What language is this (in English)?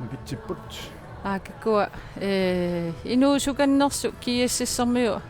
Kalaallisut